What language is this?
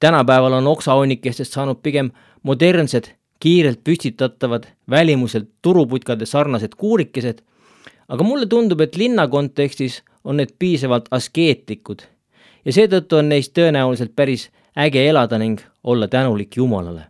Estonian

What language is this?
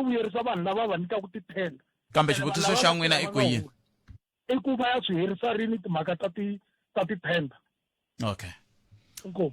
Tsonga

